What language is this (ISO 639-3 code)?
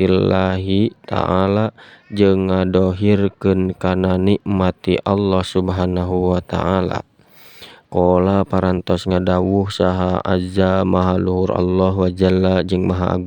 sun